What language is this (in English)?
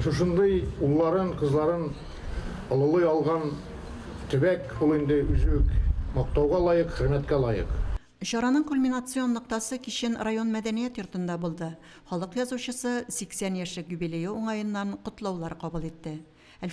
Tatar